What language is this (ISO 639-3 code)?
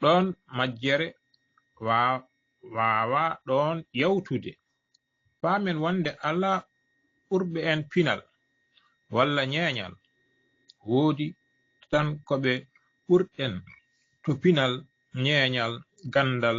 ful